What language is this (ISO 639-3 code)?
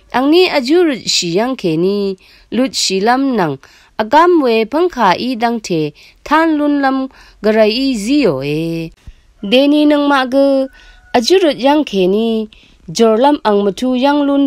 raw